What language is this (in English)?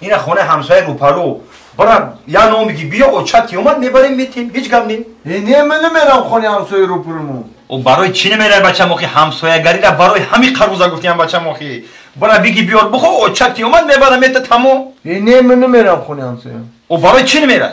Tajik